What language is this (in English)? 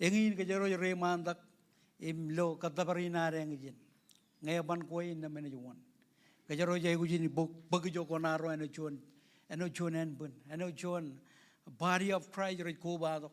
Marshallese